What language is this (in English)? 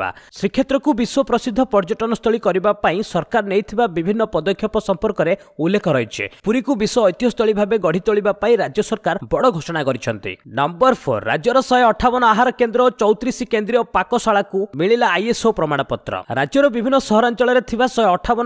Odia